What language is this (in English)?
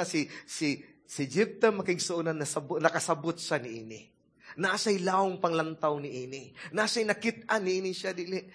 Cebuano